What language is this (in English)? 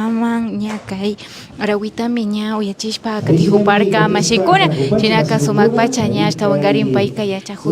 Imbabura Highland Quichua